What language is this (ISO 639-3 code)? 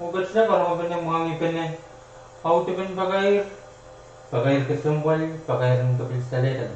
pon